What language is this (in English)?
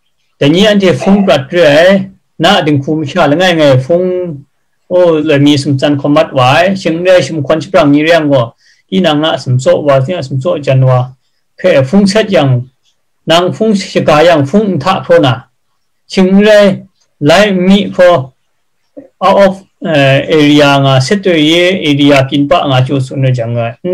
Kachin